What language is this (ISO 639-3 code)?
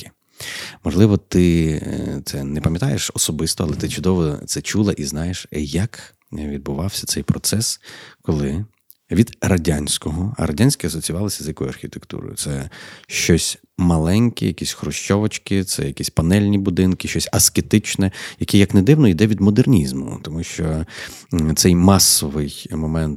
ukr